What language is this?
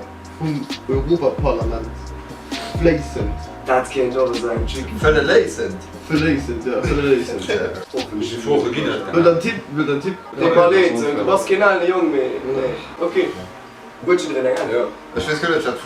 Luxembourgish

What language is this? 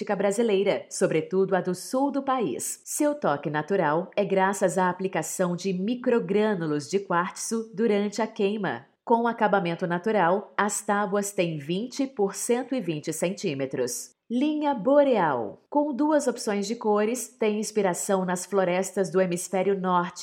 Portuguese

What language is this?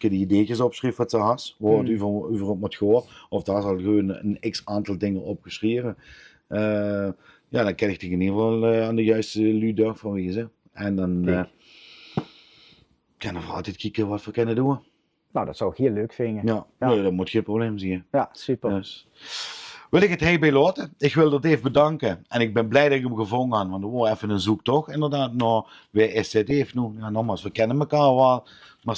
Limburgish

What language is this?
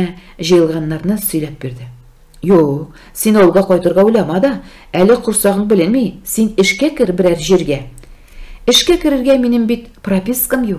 Tatar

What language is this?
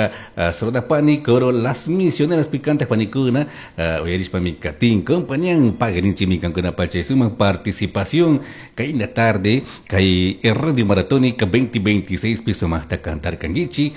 Chimborazo Highland Quichua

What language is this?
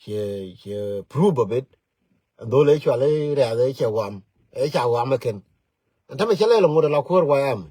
Nuer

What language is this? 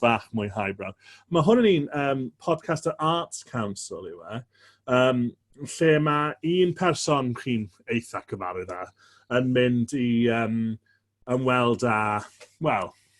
Welsh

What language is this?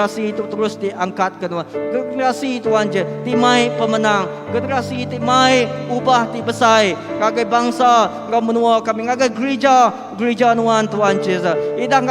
Iban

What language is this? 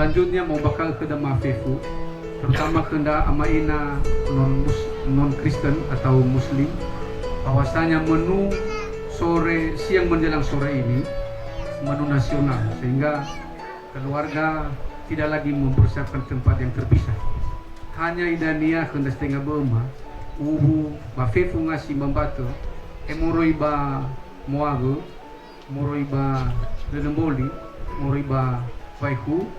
Nias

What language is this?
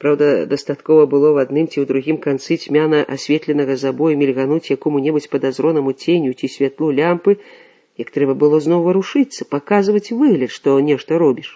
Belarusian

